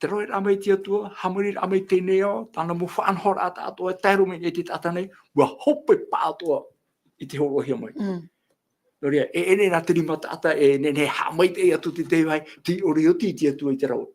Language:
Tahitian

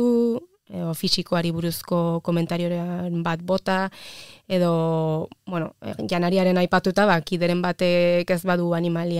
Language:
Basque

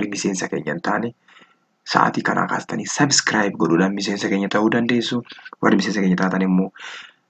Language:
Oromo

